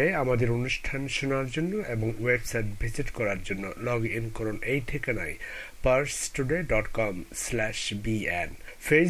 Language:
Bangla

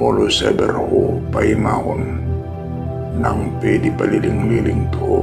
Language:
Batak Toba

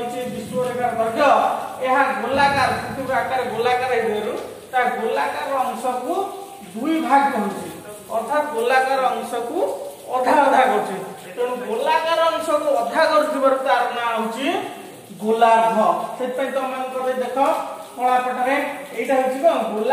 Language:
Odia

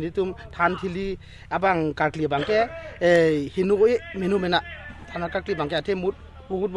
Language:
Karbi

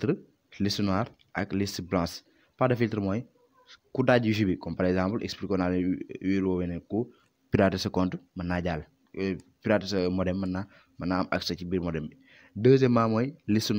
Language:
Wolof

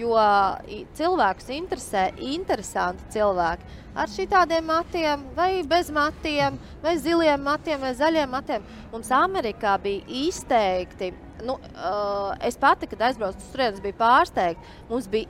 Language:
Latvian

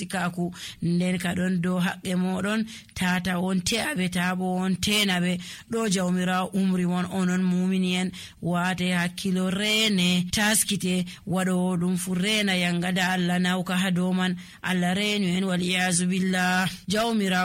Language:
Nigerian Fulfulde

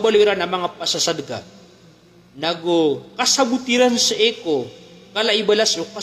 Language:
Maranao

